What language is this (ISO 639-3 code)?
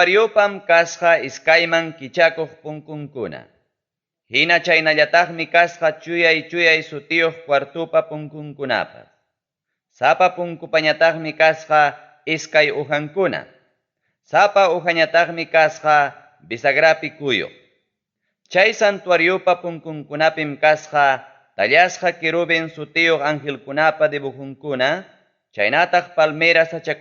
quy